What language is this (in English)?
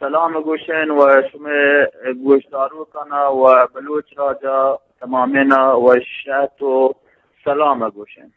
Eastern Balochi